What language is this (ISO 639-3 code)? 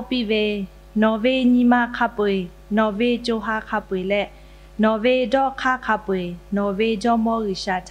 lhu